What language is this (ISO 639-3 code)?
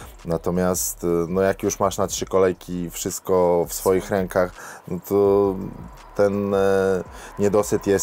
pol